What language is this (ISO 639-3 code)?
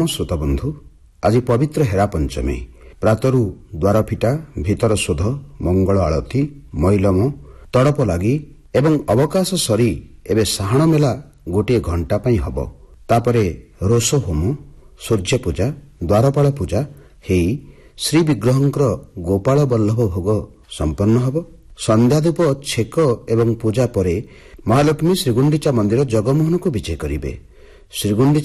ori